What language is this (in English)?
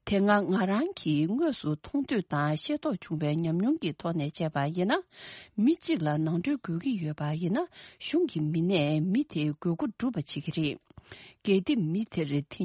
Tibetan